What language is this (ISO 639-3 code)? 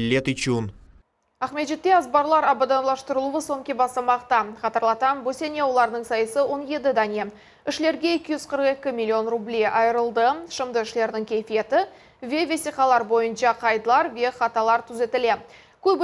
crh